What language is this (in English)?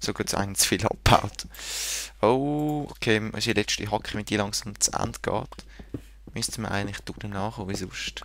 Swiss German